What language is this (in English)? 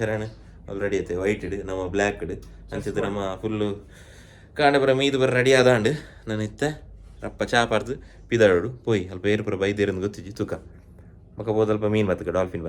Tulu